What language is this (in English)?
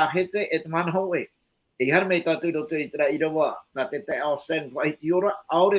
Tahitian